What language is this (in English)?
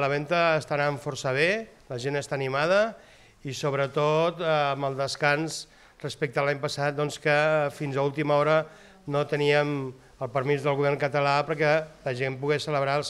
Catalan